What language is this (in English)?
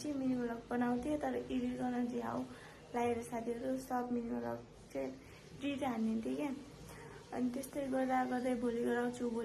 Nepali